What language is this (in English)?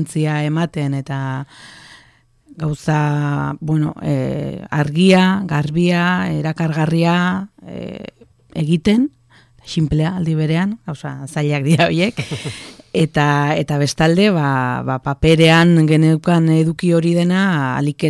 Basque